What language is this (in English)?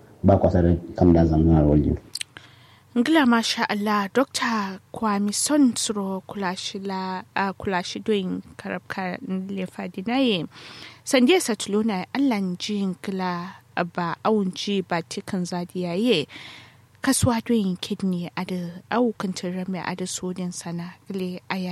Kanuri